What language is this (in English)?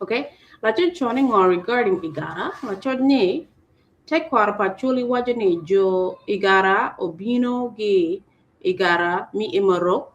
Acoli